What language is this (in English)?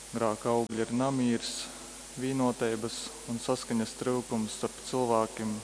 Latgalian